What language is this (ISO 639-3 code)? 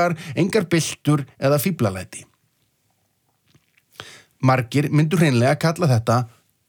isl